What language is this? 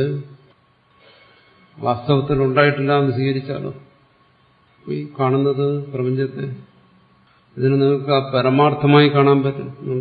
Malayalam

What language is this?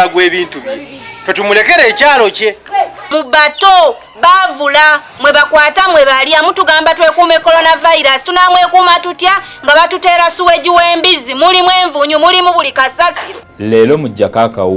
Ganda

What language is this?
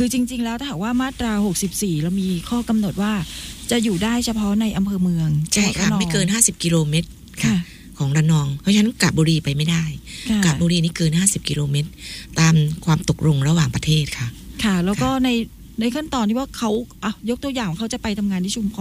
Thai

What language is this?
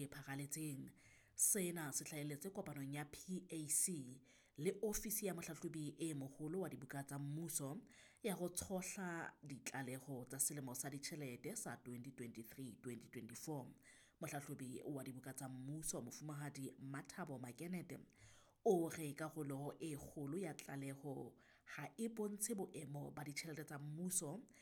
Southern Sotho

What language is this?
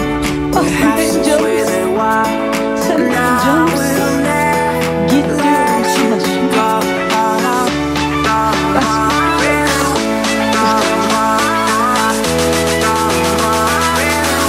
Turkish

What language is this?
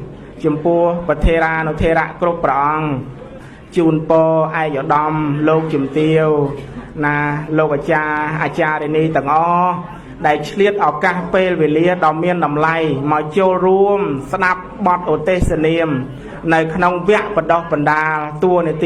Khmer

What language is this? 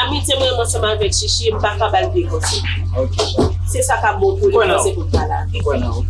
Haitian Creole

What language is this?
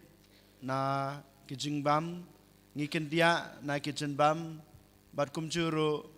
Khasi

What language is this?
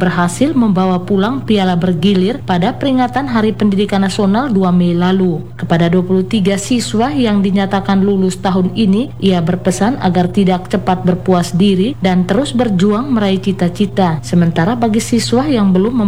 Indonesian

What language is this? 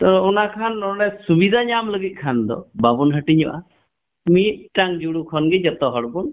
Santali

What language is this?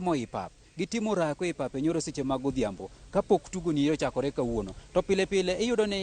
Luo (Kenya and Tanzania)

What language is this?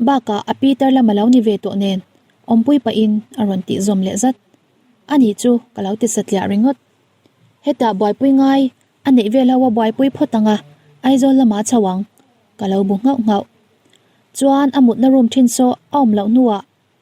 Mizo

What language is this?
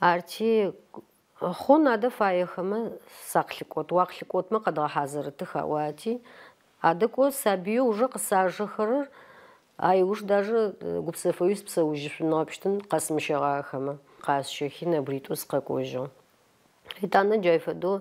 Adyghe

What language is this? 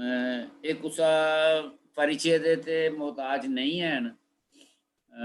Dogri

